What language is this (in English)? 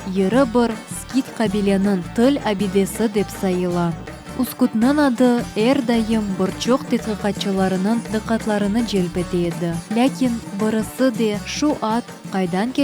Crimean Tatar